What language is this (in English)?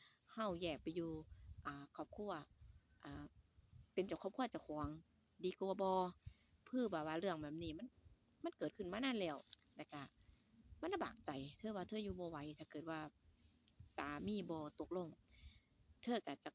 Northeastern Thai